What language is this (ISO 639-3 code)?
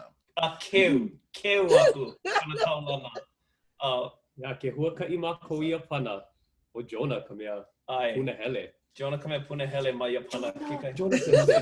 haw